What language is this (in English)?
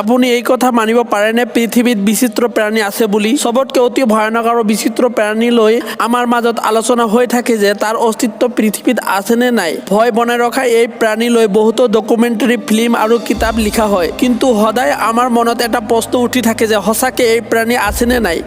Assamese